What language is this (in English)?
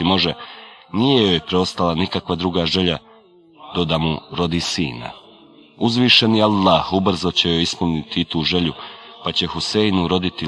Bosnian